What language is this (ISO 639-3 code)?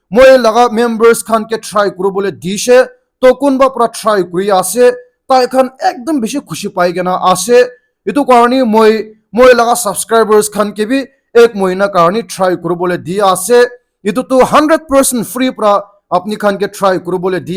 nag